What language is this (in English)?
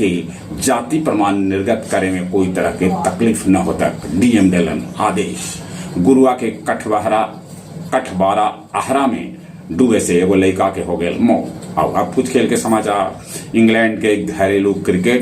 Magahi